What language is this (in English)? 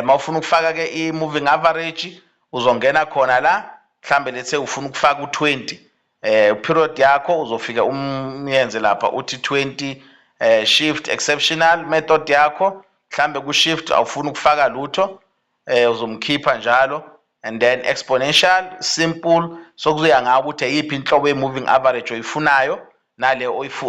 Zulu